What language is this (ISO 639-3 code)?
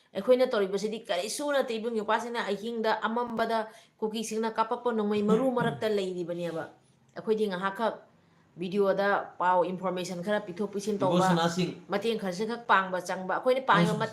mni